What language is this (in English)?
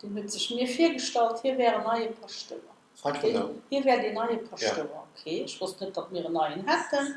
Luxembourgish